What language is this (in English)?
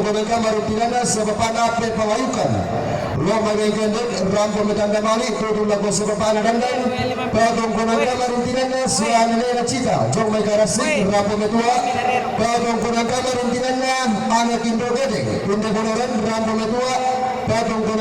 Toraja-Sa'dan